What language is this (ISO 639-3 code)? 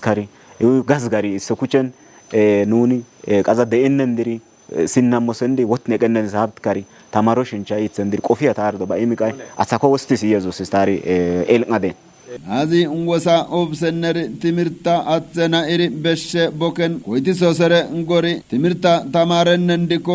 kbr